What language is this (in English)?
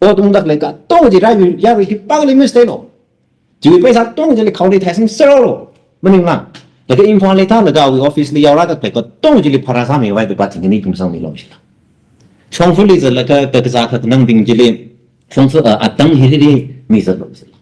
Tangkhul Naga (India)